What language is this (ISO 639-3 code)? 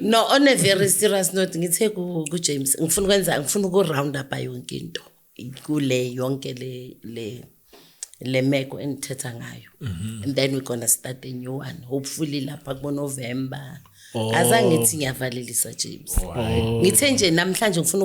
zul